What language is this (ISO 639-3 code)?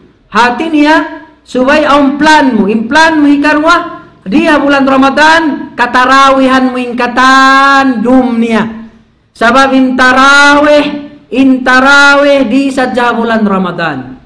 tsg